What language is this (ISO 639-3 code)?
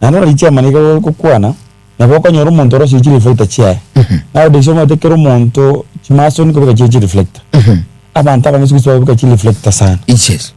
guz